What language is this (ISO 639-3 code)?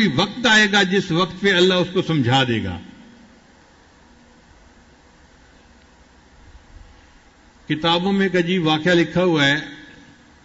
urd